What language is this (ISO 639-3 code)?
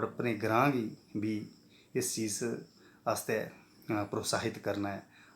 doi